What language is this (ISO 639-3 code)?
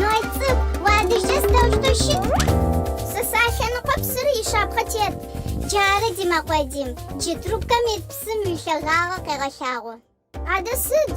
ady